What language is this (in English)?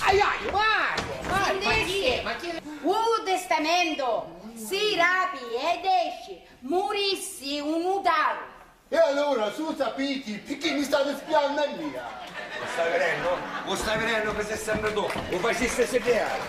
Sicilian